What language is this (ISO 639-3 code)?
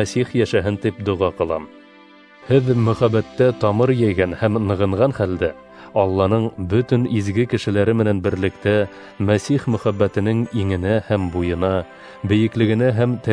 bak